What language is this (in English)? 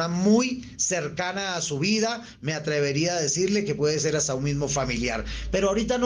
Spanish